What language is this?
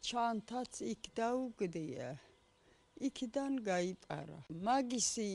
Georgian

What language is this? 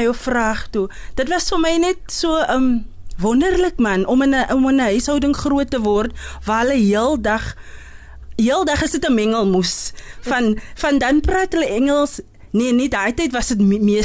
Afrikaans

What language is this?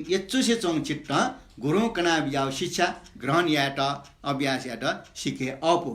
Newari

